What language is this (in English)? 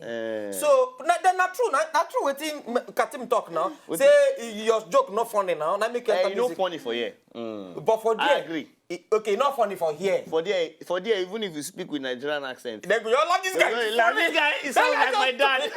Nigerian Pidgin